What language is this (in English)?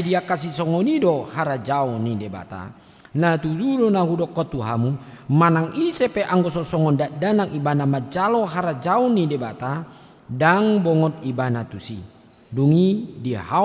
Batak Toba